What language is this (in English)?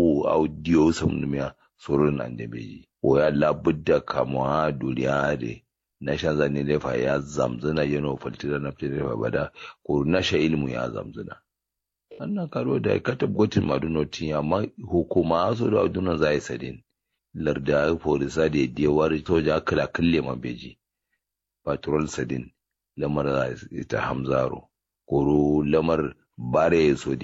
Kanuri